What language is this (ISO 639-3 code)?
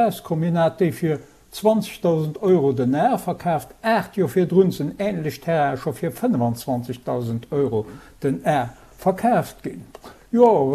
ltz